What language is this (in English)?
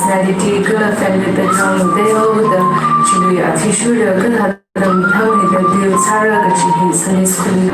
Tangkhul Naga (India)